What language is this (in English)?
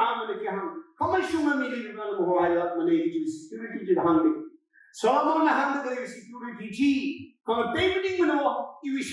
Tangkhul Naga (India)